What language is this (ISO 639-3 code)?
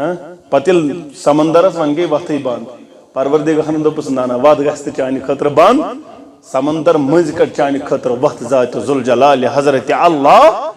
kas